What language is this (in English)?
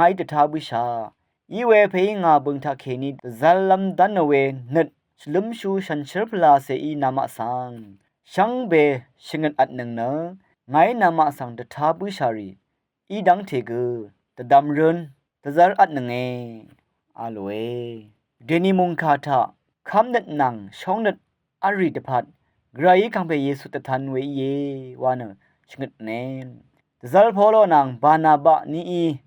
Rawang